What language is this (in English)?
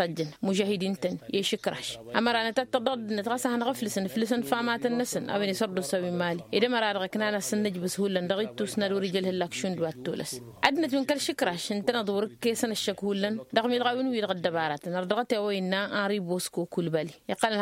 Tamasheq